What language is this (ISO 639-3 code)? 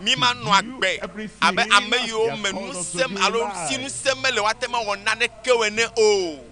ewe